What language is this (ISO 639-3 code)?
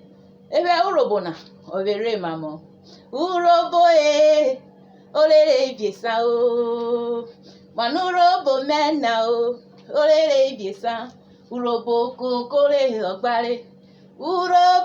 urh